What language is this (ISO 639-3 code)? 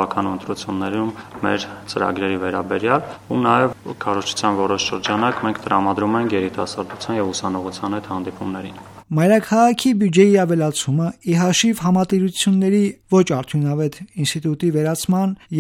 hye